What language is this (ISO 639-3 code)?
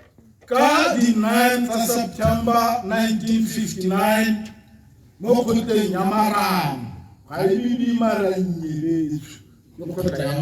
tsn